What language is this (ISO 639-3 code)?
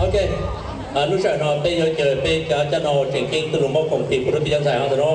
hmn